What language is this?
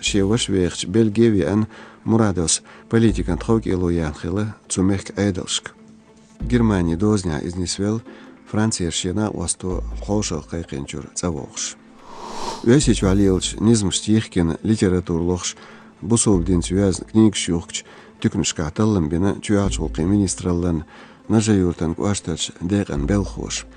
Chechen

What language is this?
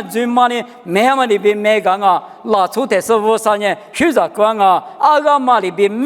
Lisu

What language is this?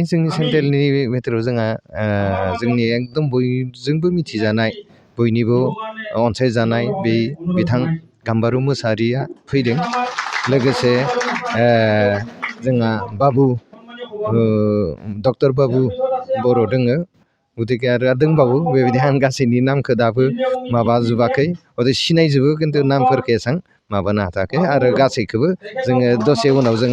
Bodo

